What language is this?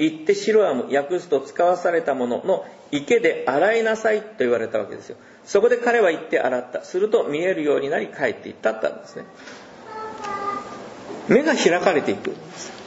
Japanese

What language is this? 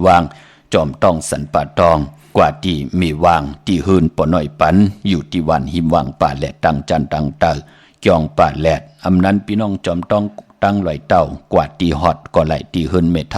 Shan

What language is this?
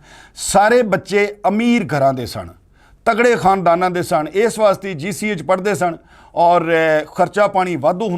Western Panjabi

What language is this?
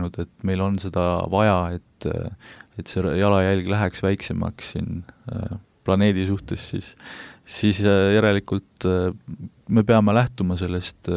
Estonian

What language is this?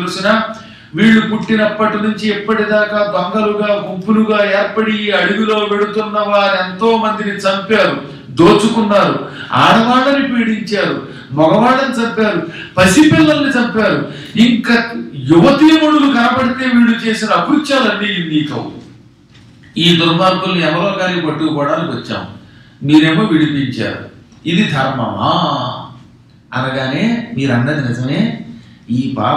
Telugu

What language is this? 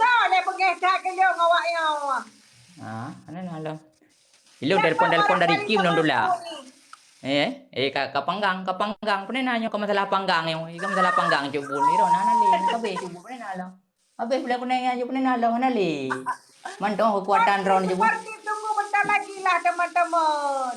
Achinese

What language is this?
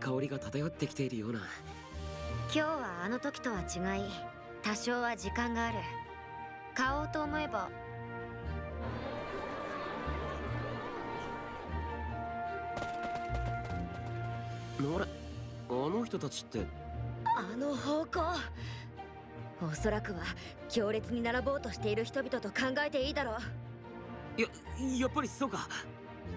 Japanese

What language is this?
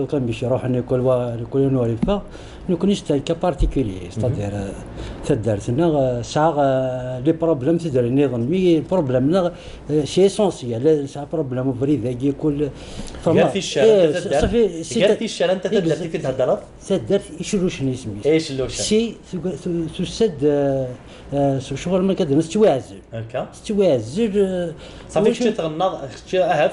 Kabyle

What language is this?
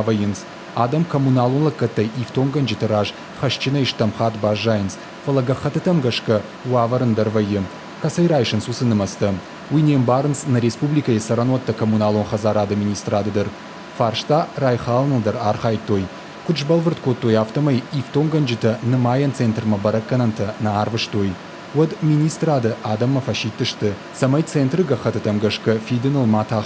Ossetic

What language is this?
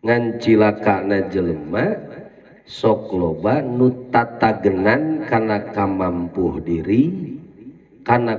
Sundanese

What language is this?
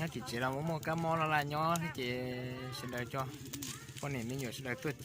Hmong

